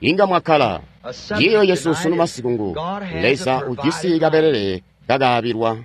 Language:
Tonga (Zambia)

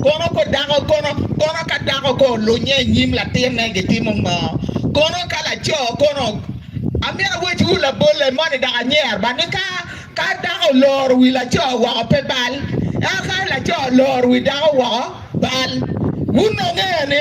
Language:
Acoli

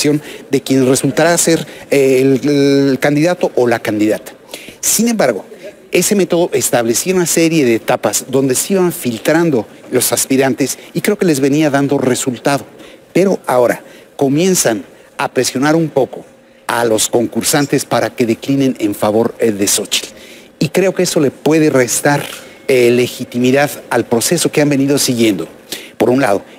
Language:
Spanish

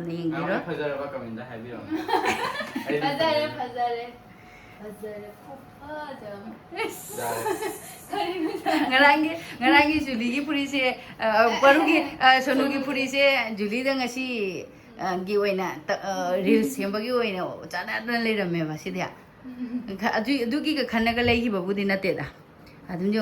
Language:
Manipuri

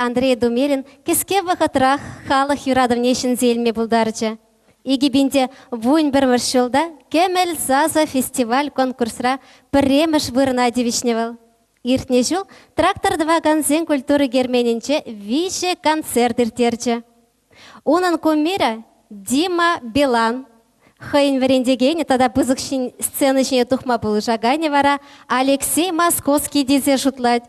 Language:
Chuvash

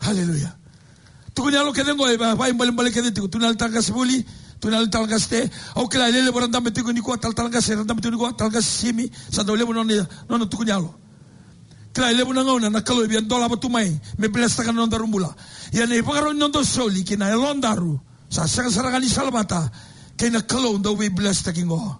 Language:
Fijian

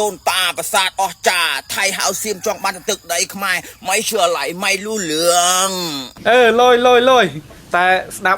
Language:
Khmer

